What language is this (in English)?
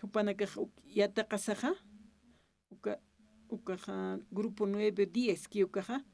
Aymara